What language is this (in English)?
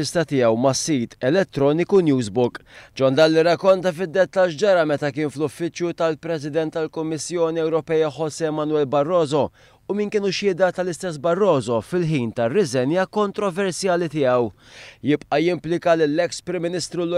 Maltese